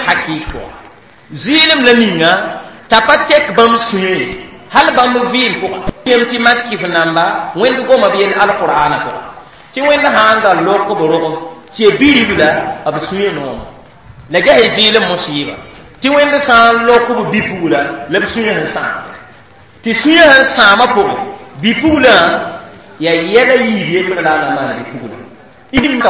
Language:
Mossi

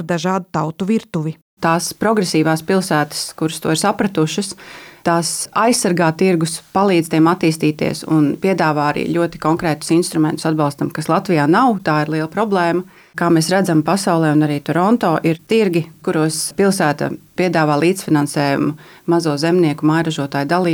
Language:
Latvian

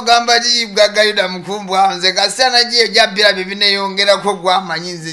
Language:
Nyoro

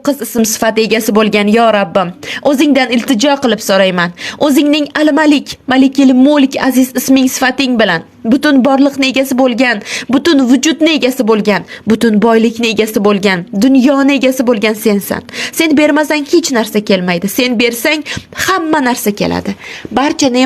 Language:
Uzbek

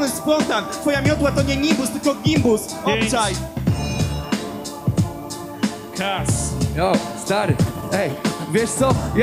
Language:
Polish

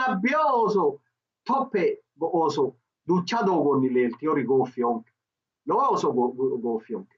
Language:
Sidamo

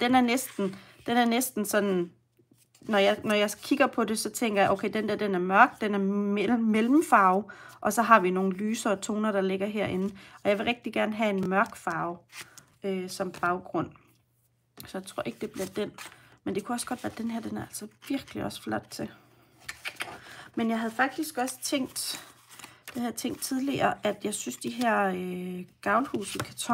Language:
Danish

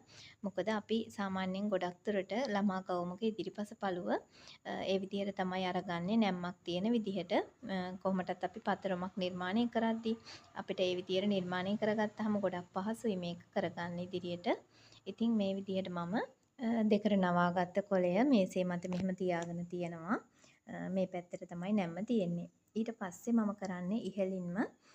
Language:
Sinhala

